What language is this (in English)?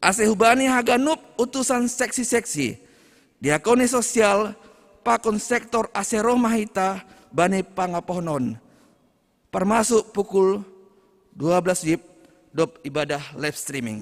Batak Simalungun